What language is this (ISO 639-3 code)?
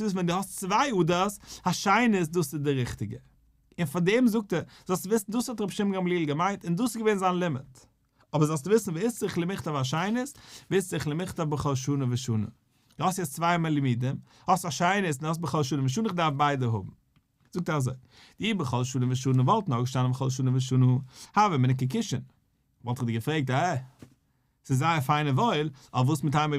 yid